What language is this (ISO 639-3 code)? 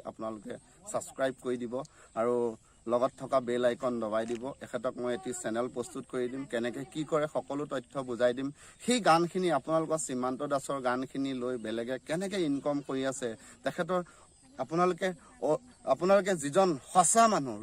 asm